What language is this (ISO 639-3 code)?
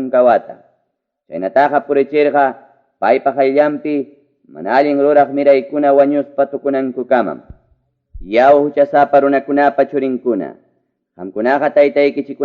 quy